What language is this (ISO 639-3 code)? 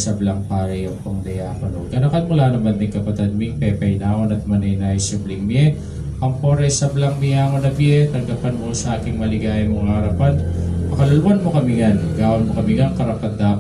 pam